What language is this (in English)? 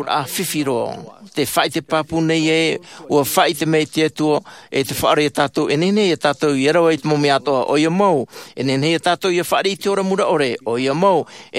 Tahitian